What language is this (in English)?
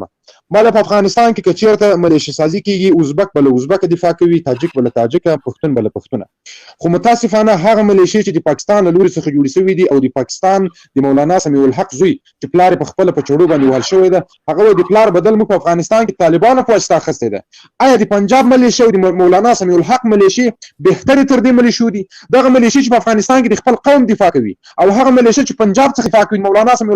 Pashto